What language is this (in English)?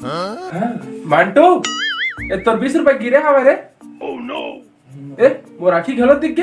Chhattisgarhi